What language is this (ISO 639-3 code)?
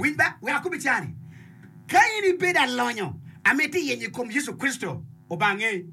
ach